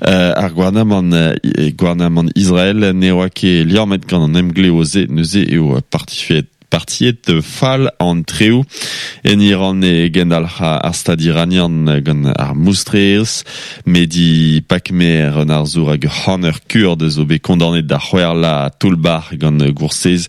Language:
Breton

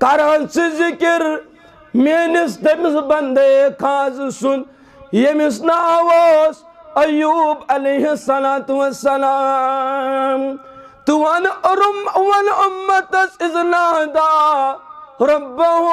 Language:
Kashmiri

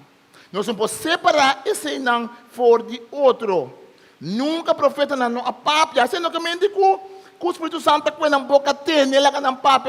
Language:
Papiamento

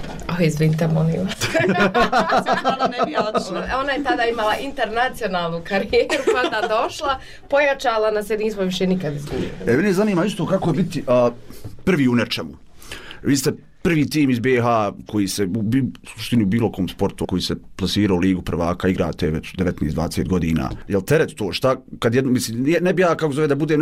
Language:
Bosnian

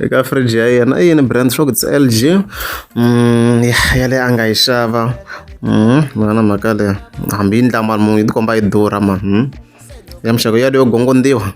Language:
Tsonga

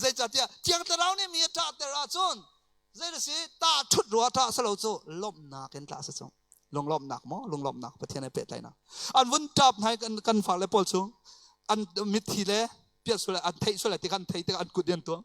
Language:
Hakha Chin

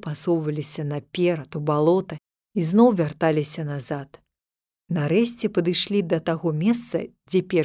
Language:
Belarusian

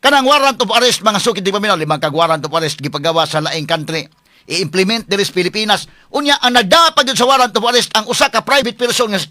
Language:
Cebuano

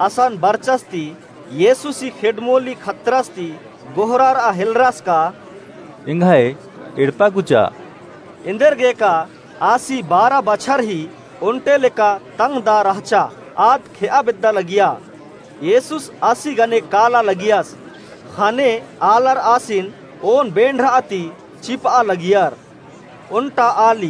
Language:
Kurukh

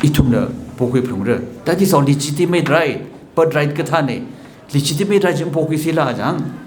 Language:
Tangkhul Naga (India)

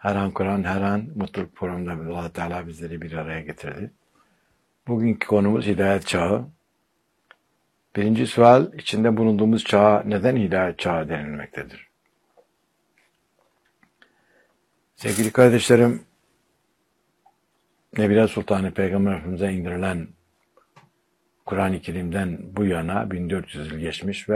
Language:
Turkish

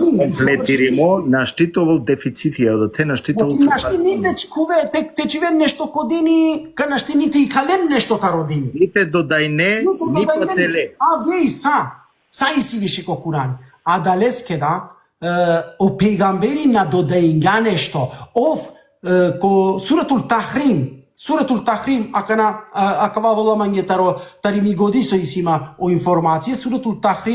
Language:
Balkan Romani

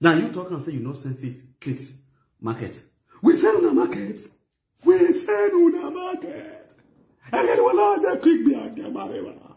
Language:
Nigerian Pidgin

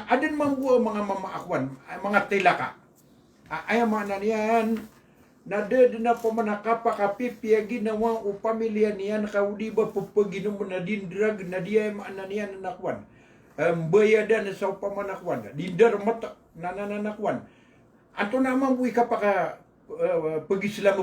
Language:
Maranao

